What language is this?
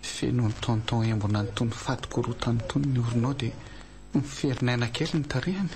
Malagasy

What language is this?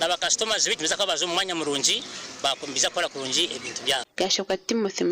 Nyankole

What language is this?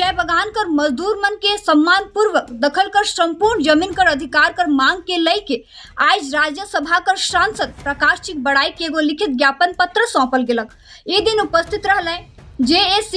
Sadri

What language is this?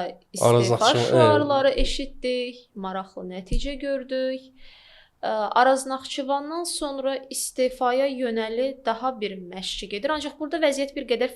Azerbaijani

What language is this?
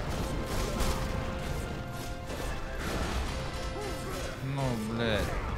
Russian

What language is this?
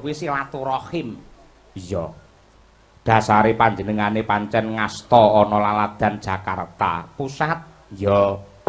Javanese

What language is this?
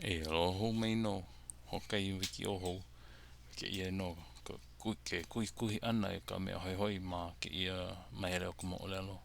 Hawaiian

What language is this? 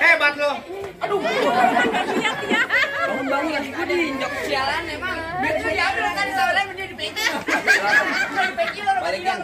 Betawi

